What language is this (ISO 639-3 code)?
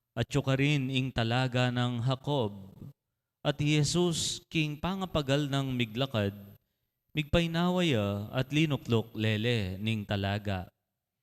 pam